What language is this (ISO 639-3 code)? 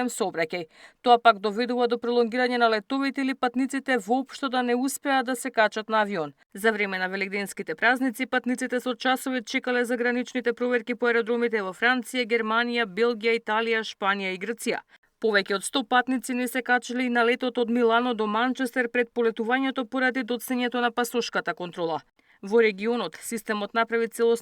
mkd